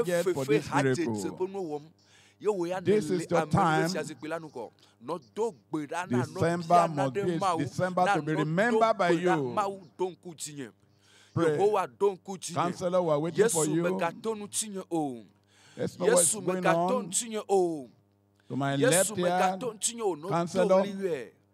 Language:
Ewe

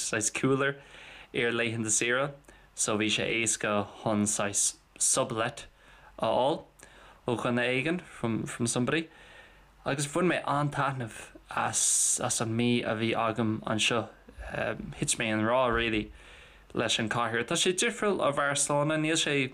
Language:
Irish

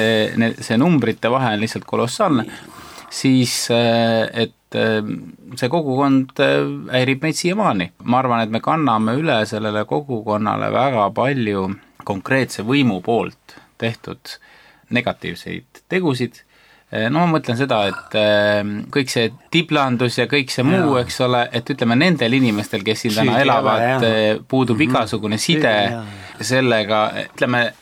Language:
Estonian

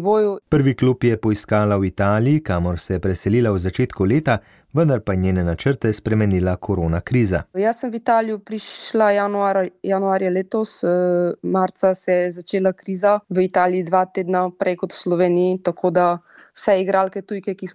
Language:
Slovenian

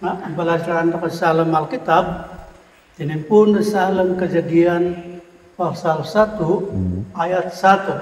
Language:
Central Dusun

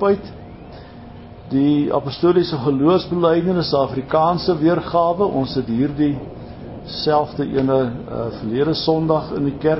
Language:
Afrikaans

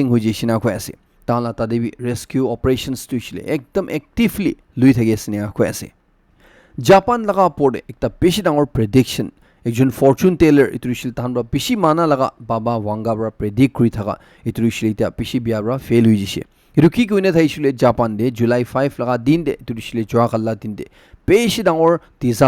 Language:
Naga Pidgin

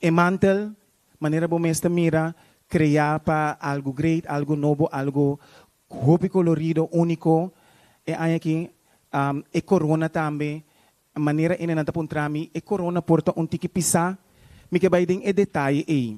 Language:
Papiamento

